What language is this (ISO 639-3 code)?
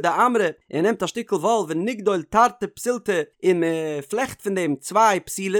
yid